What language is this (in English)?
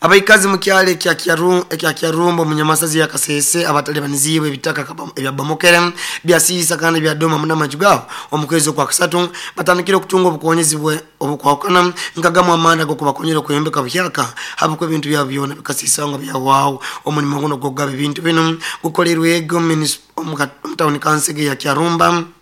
Nyoro